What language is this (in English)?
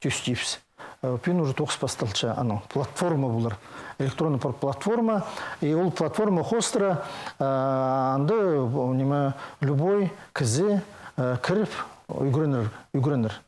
Khakas